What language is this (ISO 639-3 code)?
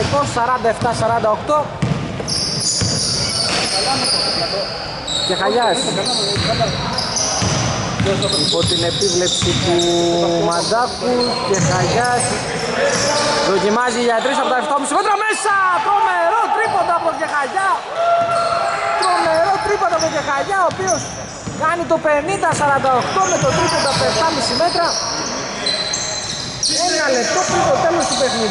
ell